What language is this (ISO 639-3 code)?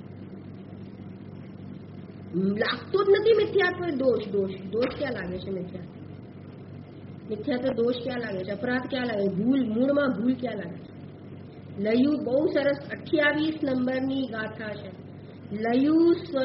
guj